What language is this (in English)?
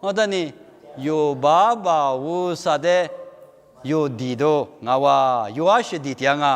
Lisu